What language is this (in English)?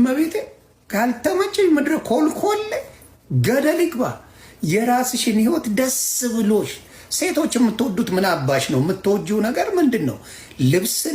Amharic